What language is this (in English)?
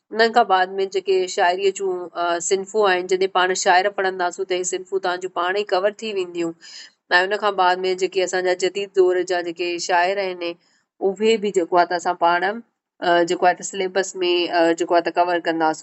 Sindhi